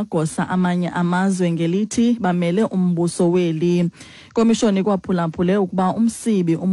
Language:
Xhosa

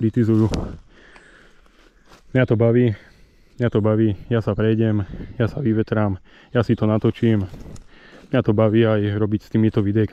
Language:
Slovak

